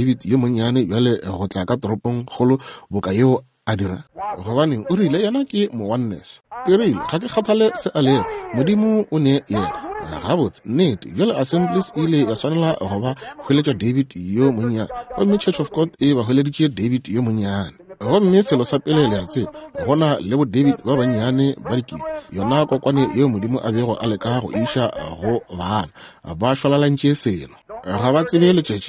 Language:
Northern Sotho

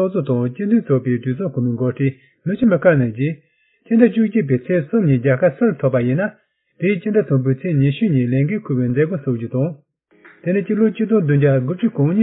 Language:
Tibetan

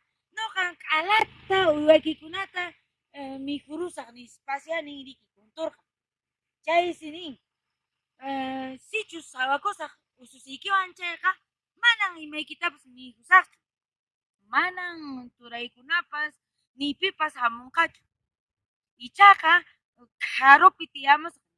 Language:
Quechua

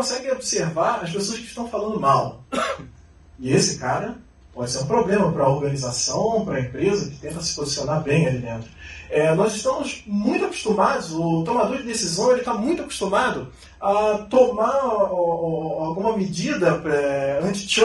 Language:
Portuguese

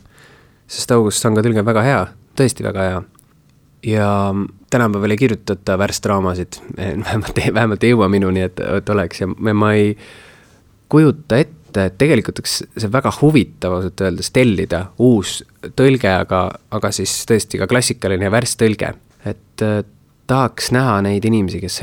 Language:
Estonian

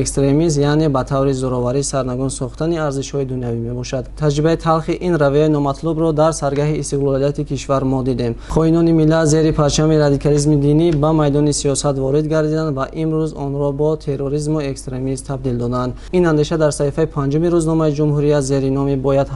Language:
Tajik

